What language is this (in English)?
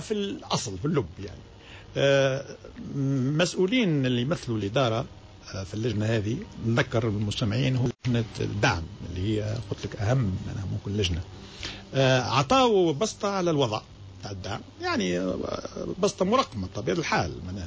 Tunisian Arabic